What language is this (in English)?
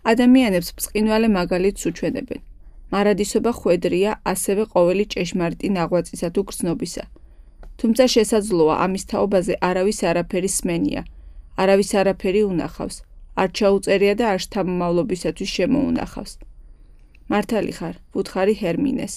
Georgian